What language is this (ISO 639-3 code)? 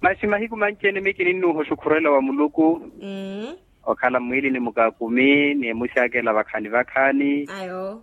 vmw